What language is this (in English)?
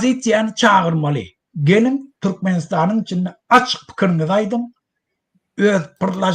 Turkmen